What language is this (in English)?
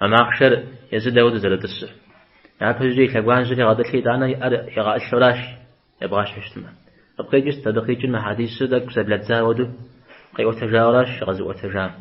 Kabardian